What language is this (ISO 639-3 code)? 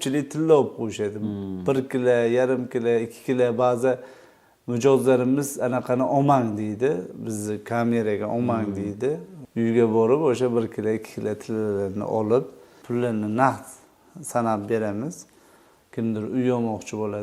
uzb